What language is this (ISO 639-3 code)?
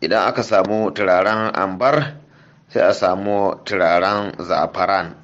hau